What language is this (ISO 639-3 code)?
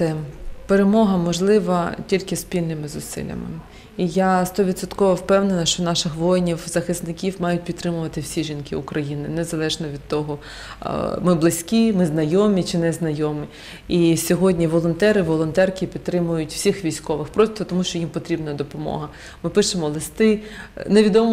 ukr